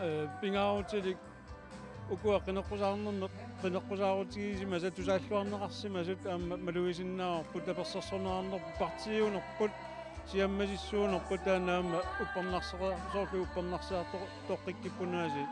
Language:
Kalaallisut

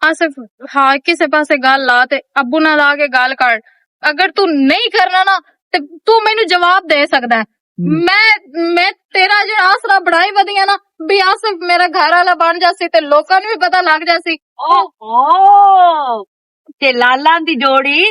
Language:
Western Panjabi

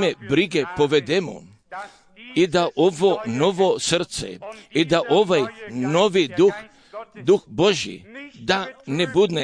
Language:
Croatian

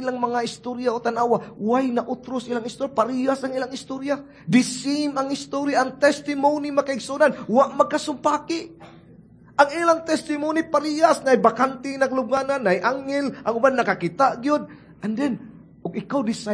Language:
Cebuano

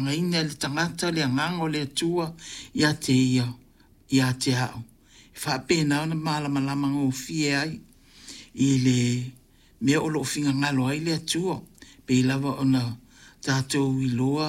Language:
Samoan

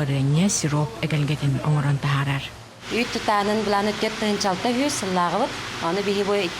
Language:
Yakut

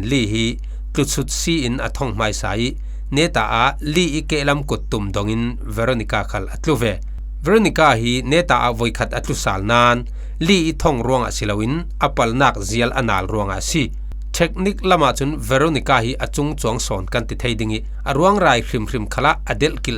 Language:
Falam Chin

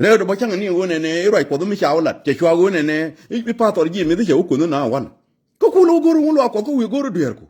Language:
Nuer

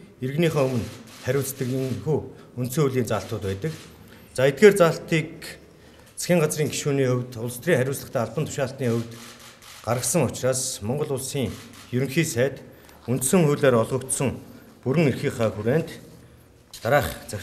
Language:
Mongolian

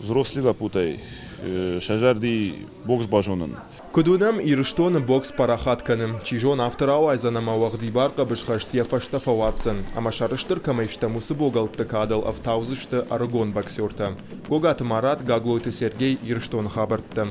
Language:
Ossetic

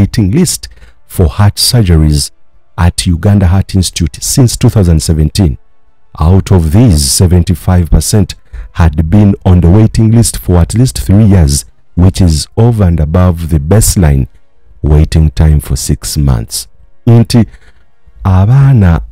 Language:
Ganda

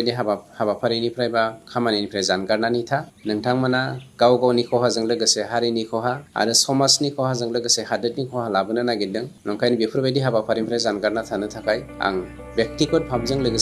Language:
Bodo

